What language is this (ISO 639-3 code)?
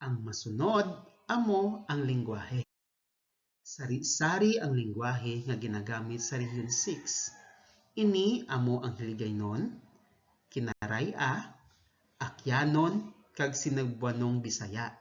hil